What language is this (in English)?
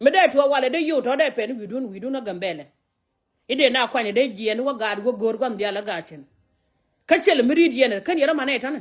Nuer